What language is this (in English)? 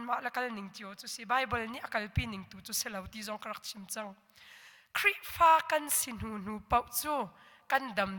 Hakha Chin